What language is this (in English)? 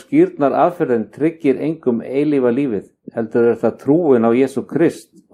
Icelandic